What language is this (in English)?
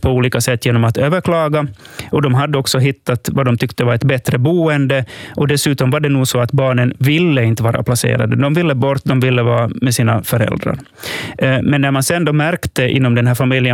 Swedish